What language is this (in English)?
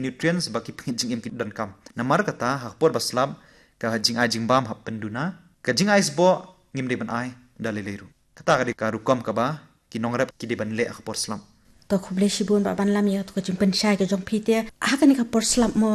Khasi